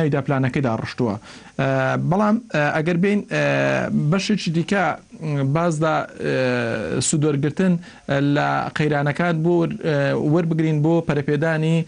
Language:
Central Kurdish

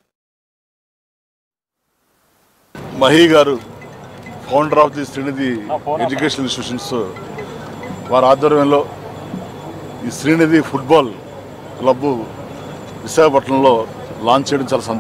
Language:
Telugu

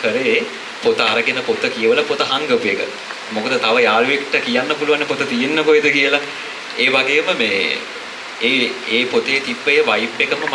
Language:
Sinhala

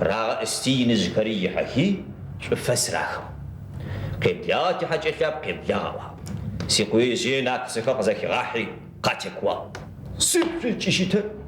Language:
Adyghe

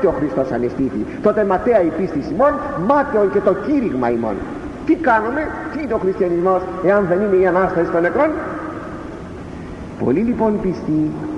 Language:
Greek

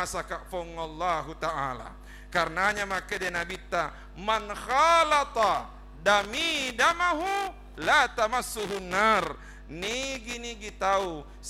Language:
Buginese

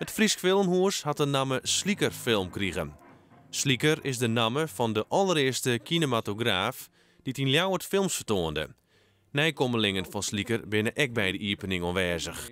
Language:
Western Frisian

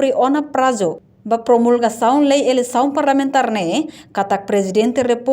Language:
Tetum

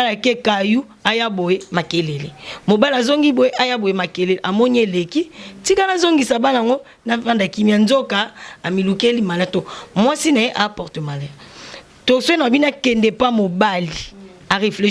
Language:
Lingala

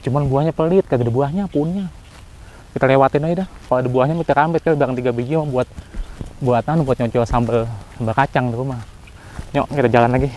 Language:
Betawi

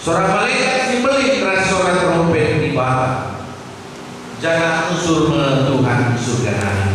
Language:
Batak Karo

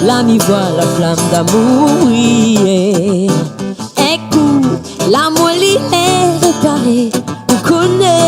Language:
Réunion Creole French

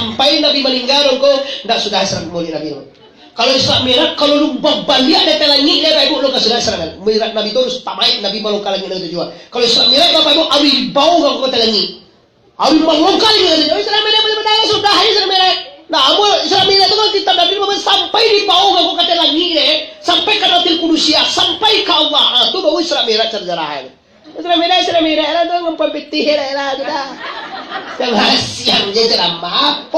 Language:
Minangkabau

